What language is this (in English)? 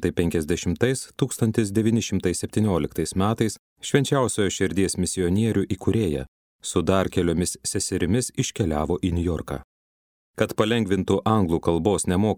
Lithuanian